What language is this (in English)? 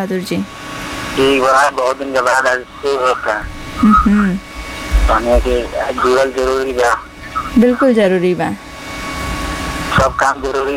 Bhojpuri